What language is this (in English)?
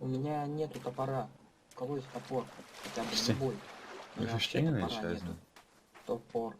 Bavarian